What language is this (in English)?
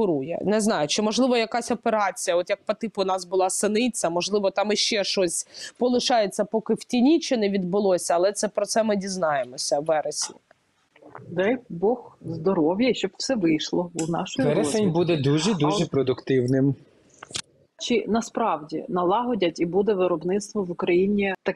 Ukrainian